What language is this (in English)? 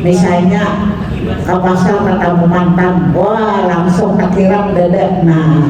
Banjar